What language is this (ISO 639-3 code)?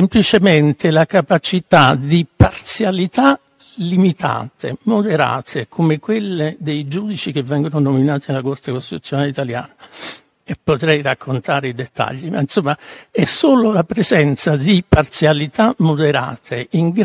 ita